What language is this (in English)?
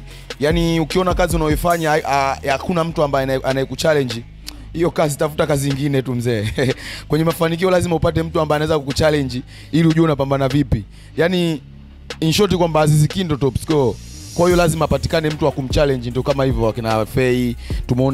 Swahili